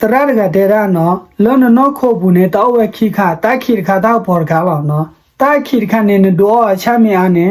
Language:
S'gaw Karen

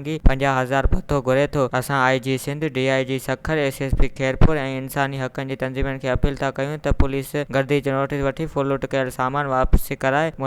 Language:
Sindhi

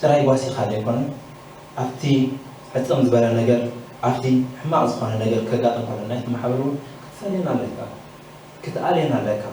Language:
Tigrinya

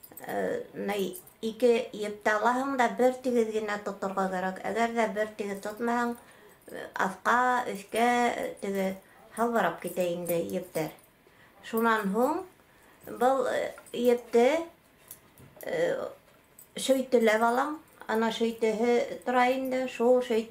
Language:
Bashkir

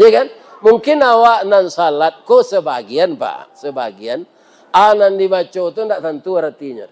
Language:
Minangkabau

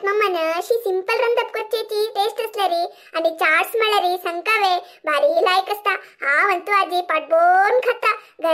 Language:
Konkani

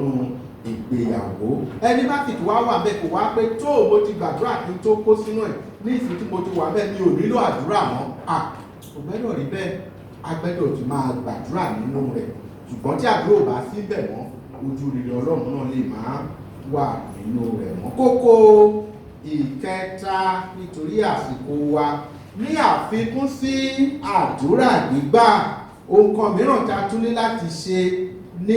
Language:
Yoruba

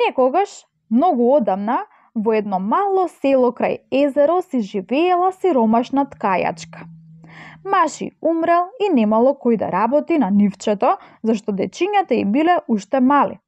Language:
Macedonian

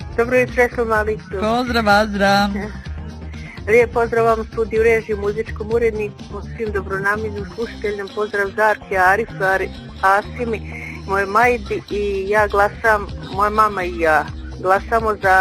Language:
Bosnian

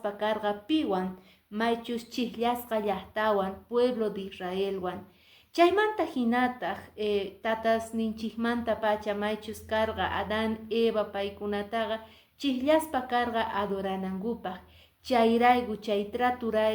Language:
Quechua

